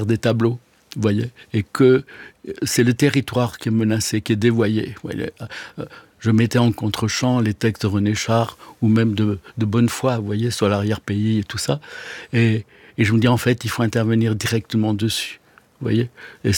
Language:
French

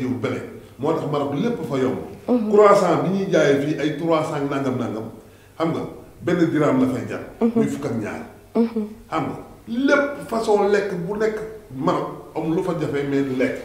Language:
Wolof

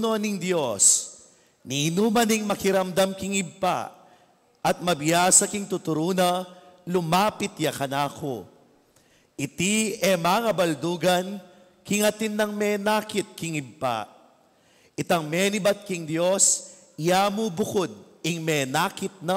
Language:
Pampanga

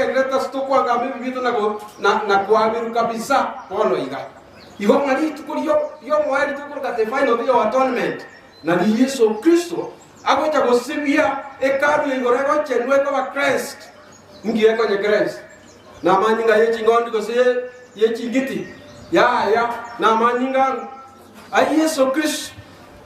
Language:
Gusii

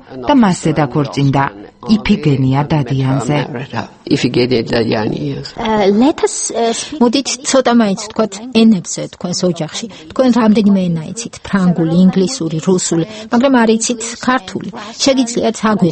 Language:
Georgian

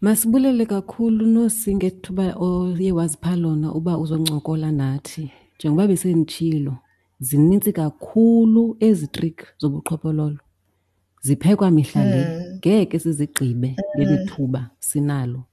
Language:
Xhosa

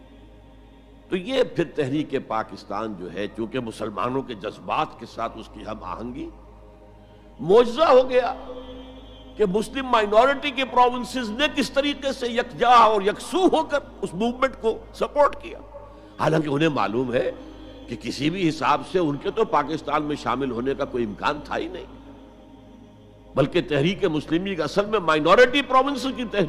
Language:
Urdu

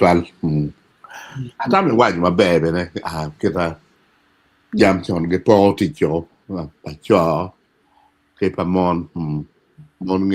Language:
Acoli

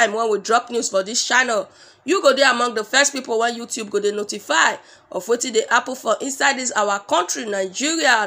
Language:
Nigerian Pidgin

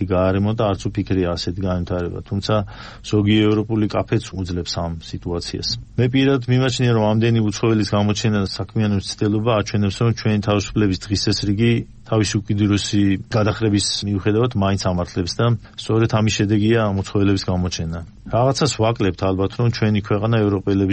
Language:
Georgian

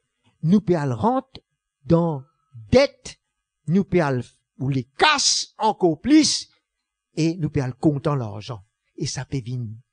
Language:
Morisyen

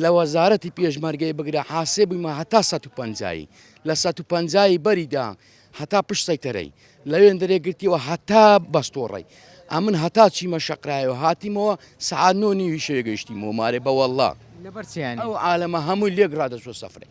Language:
Central Kurdish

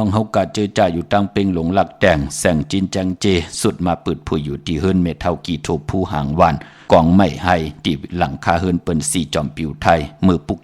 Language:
Shan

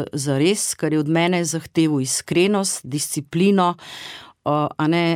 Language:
Slovenian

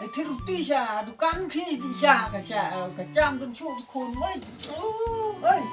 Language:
Khasi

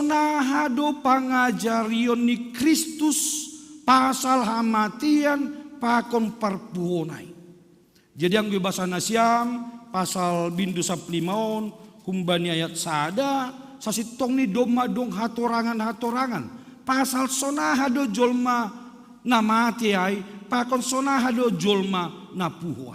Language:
Batak Simalungun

